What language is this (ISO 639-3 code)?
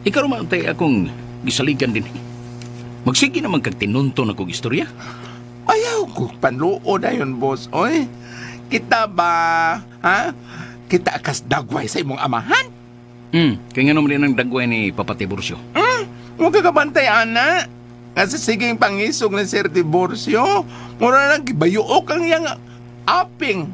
ceb